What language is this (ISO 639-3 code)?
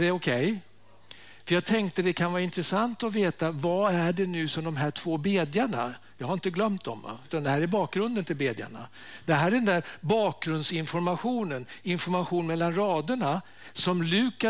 swe